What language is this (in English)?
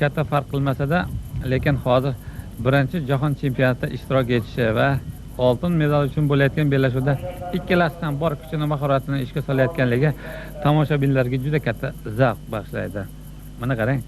Uzbek